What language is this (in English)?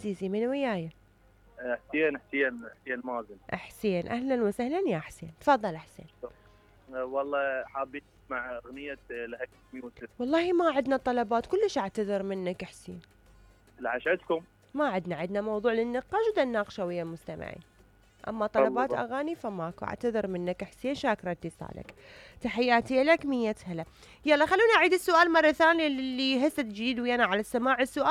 Mesopotamian Arabic